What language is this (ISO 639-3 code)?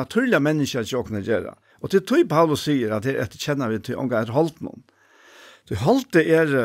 fao